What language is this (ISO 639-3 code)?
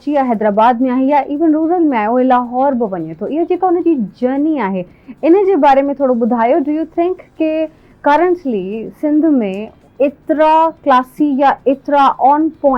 snd